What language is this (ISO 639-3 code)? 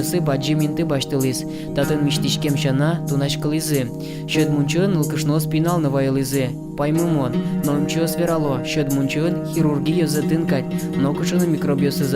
udm